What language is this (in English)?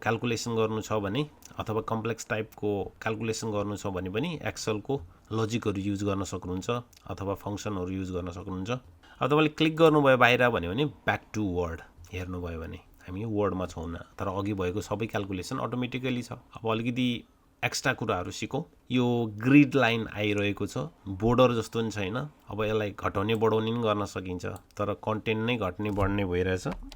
Nepali